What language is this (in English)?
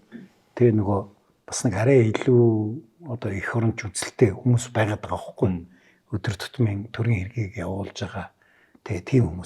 Mongolian